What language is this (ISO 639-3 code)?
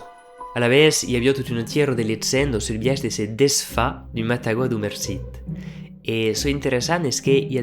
oci